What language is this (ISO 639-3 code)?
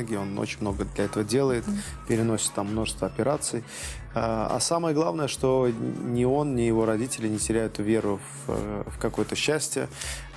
rus